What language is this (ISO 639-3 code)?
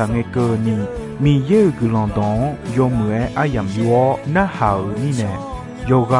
ahk